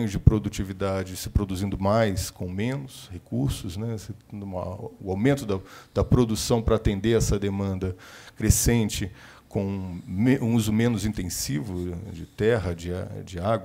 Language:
Portuguese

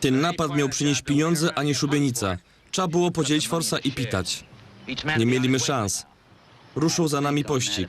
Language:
Silesian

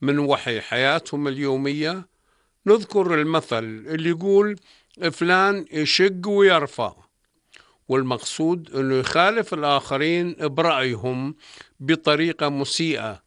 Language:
North Levantine Arabic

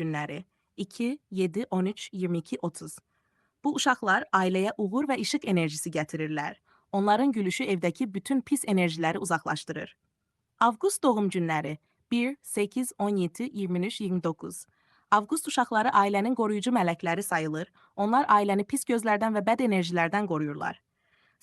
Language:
Azerbaijani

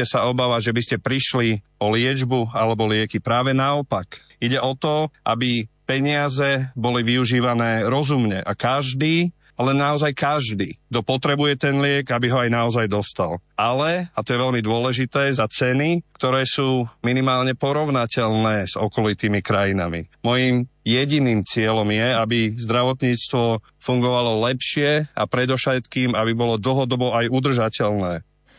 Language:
Slovak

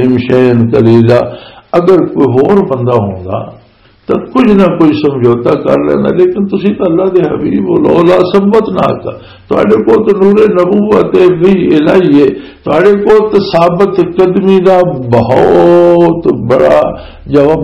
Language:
Western Panjabi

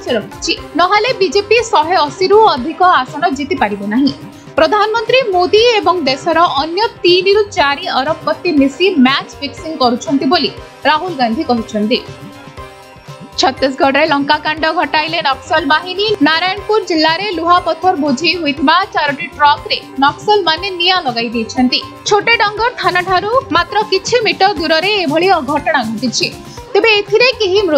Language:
Odia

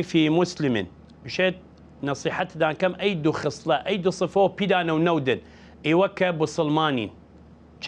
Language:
Southern Kurdish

